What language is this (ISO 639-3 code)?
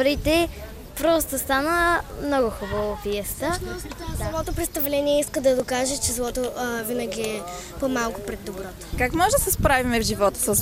bul